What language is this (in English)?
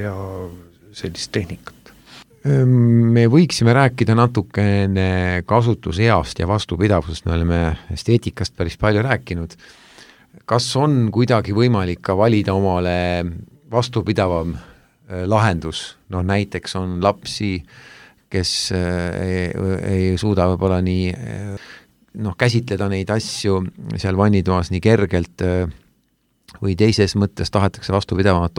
Estonian